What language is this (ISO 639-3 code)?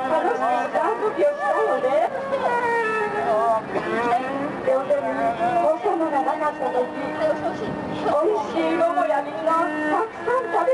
jpn